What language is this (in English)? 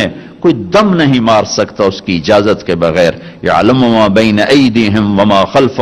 Urdu